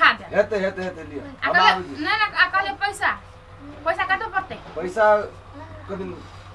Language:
Maithili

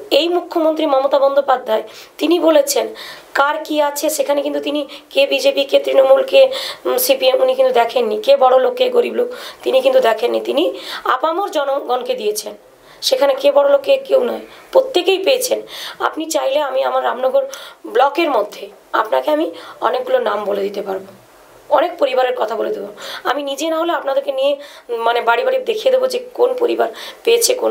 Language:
Bangla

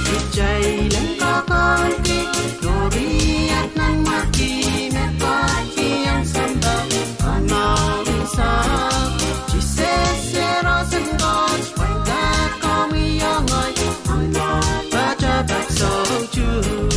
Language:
Pohnpeian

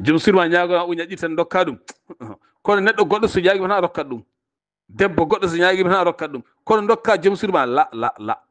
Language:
Fula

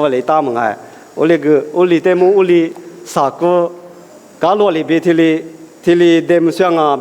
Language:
Lisu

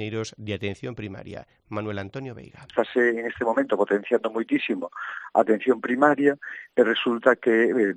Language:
Galician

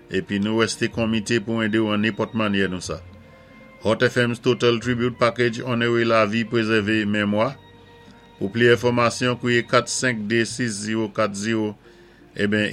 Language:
Saint Lucian Creole French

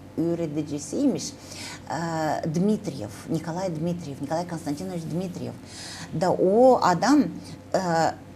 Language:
Gagauz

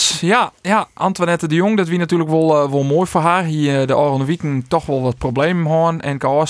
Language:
Western Frisian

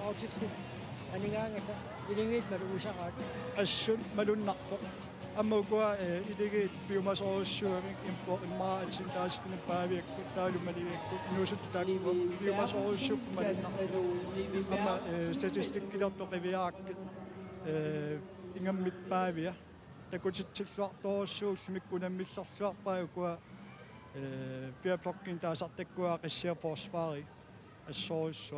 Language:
Kalaallisut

